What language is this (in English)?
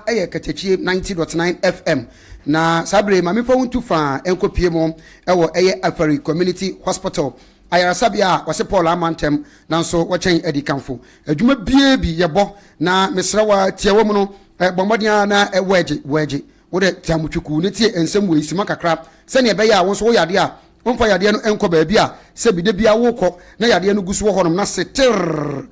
Akan